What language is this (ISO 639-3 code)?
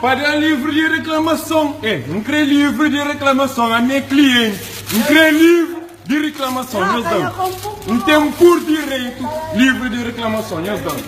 kea